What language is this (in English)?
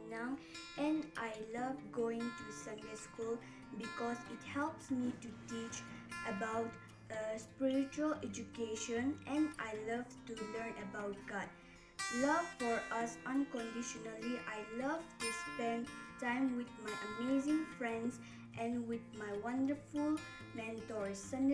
Konyak Naga